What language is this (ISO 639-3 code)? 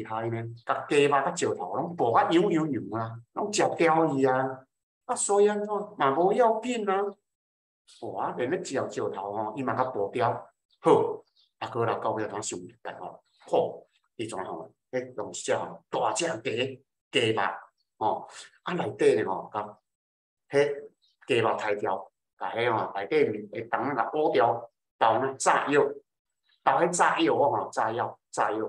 nan